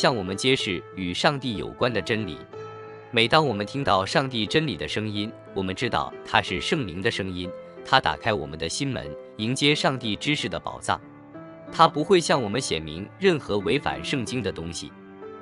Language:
Chinese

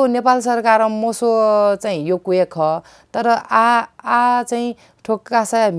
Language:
Newari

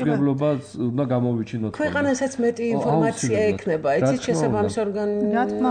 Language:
Georgian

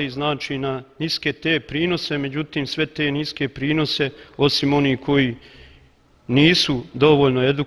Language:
Bosnian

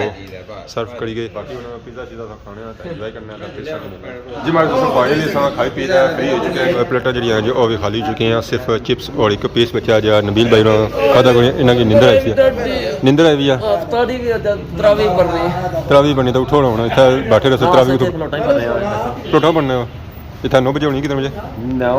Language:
Pahari-Potwari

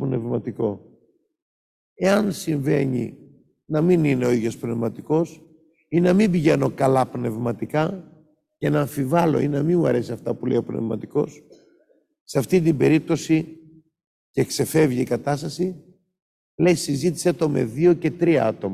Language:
Greek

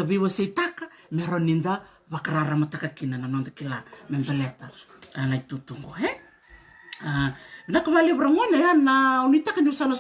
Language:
Fijian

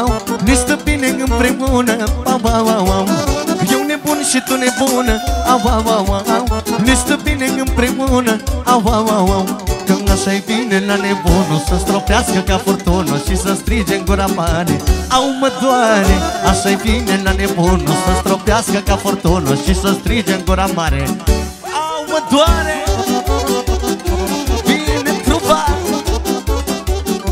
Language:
Romanian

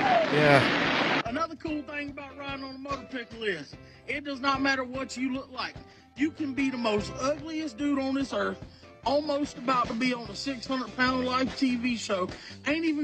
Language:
English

